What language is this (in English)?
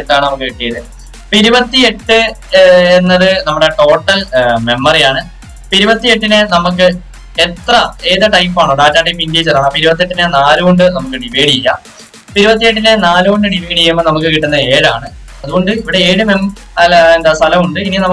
Malayalam